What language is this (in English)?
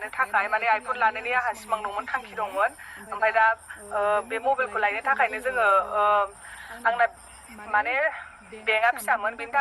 Bodo